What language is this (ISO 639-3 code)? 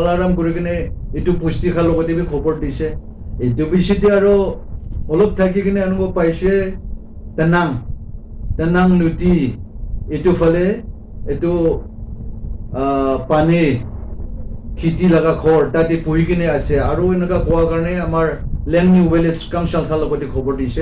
nag